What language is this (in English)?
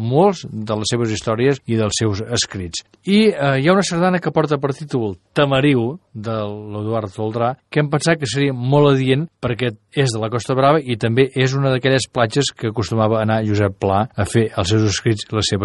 Catalan